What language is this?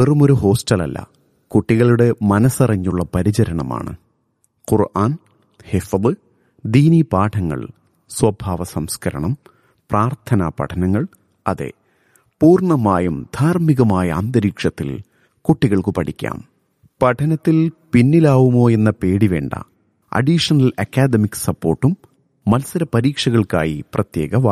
Malayalam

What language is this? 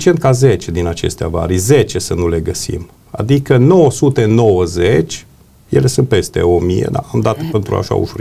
Romanian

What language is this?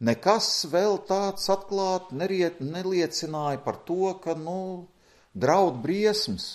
Latvian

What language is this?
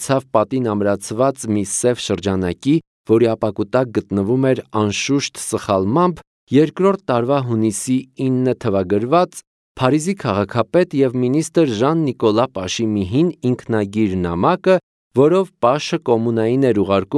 Armenian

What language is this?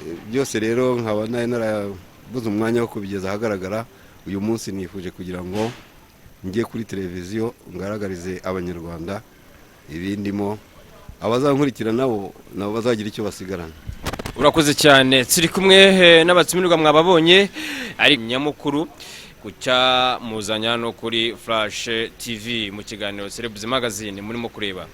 Kinyarwanda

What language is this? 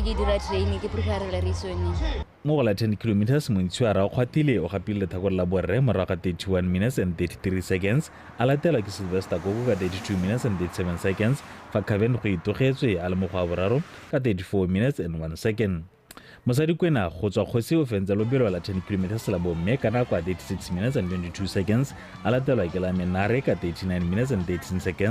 Tswana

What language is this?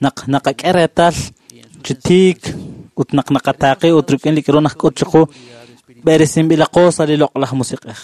Kekchí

